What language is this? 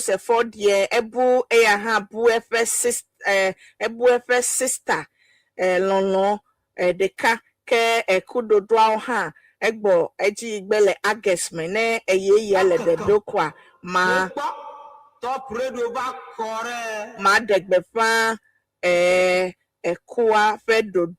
Ewe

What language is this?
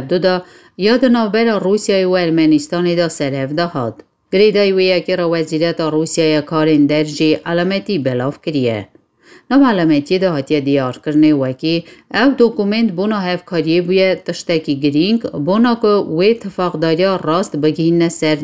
Kurdish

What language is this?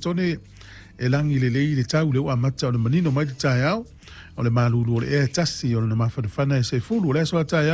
Samoan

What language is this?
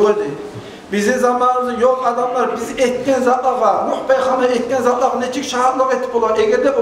Kumyk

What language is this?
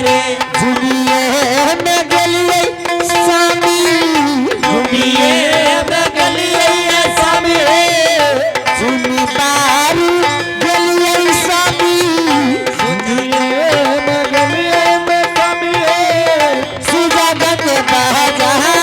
Angika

